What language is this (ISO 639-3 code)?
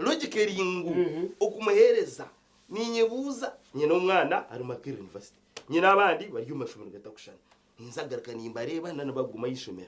nyn